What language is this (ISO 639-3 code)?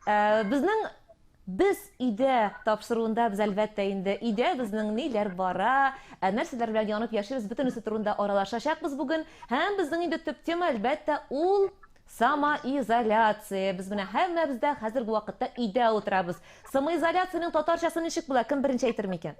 tat